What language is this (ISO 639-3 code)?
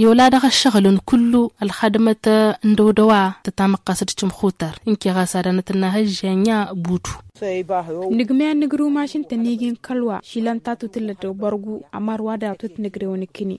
taq